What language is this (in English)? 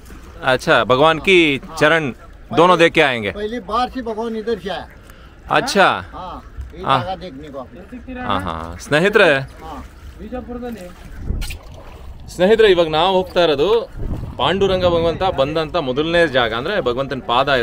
Kannada